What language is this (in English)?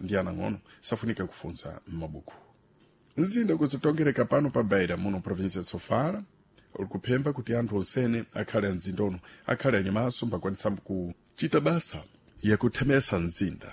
Sena